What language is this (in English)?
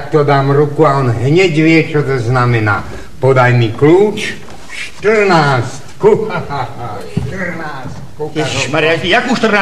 Slovak